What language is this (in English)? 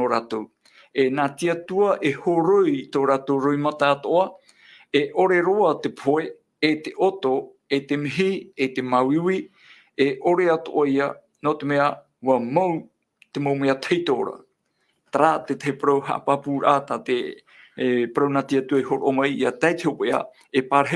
Tahitian